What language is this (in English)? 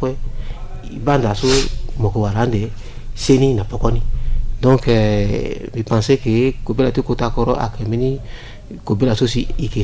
Sango